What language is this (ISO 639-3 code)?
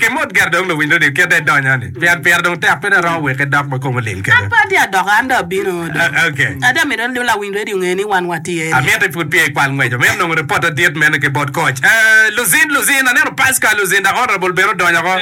ach